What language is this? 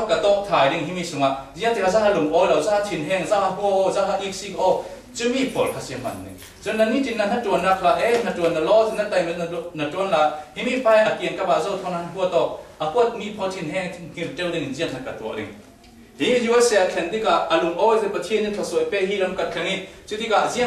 Falam Chin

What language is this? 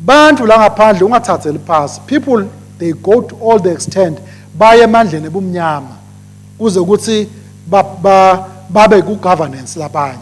Swati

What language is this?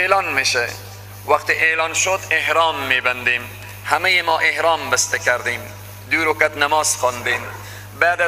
Persian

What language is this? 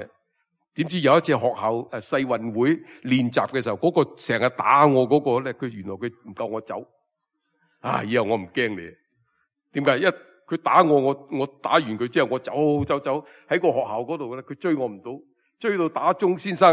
Cantonese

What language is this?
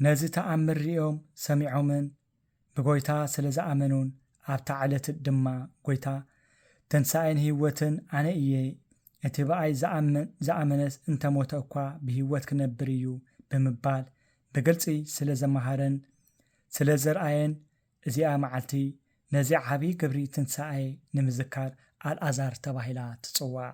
Tigrinya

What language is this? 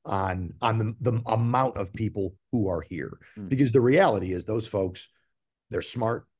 English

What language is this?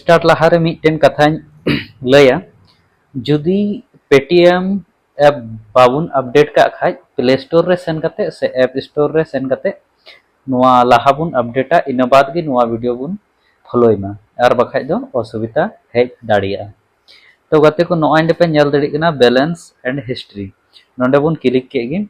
Santali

